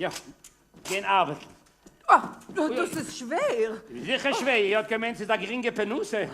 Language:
Yiddish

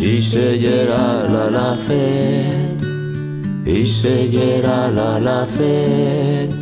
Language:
Aragonese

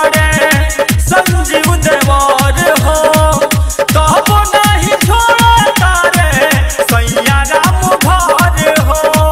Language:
Bhojpuri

